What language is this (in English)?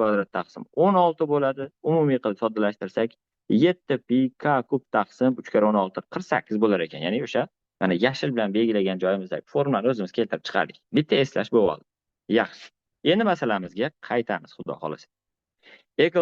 Uzbek